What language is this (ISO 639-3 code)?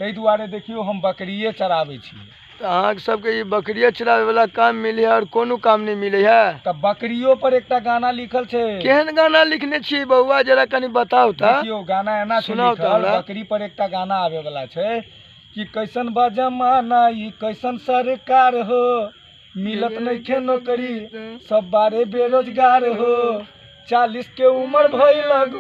mai